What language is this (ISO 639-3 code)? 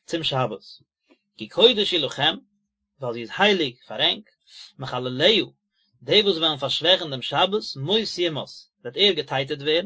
yid